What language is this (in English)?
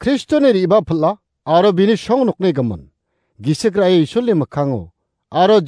Garo